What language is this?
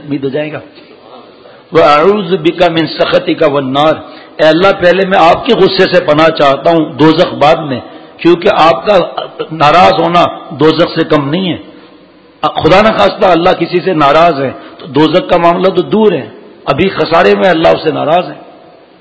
Urdu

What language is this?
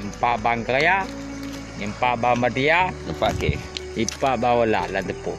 Achinese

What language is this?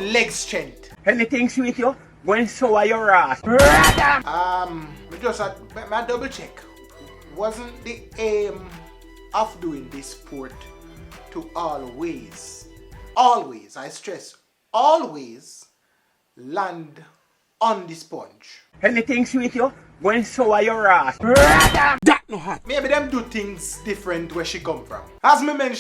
Jamaican Creole English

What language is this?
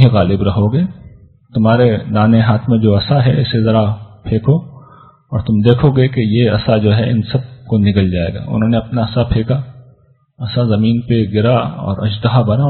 Urdu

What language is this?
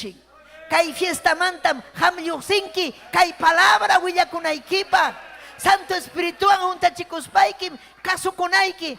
Ayacucho Quechua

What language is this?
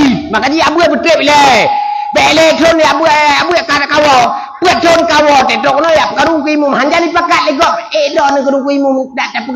Achinese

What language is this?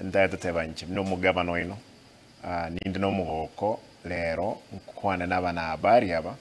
Gusii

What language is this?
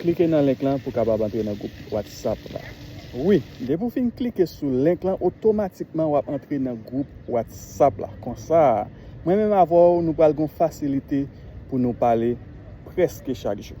Haitian Creole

